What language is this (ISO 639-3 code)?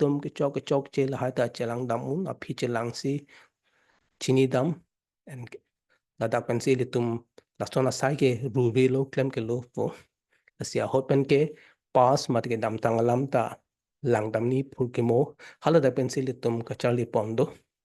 mjw